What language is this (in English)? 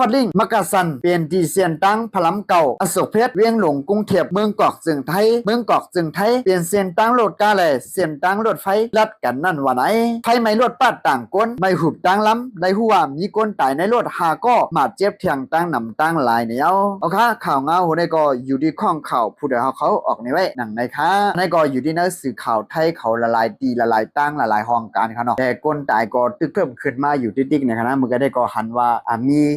Shan